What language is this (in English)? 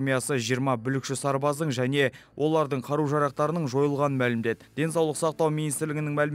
Kazakh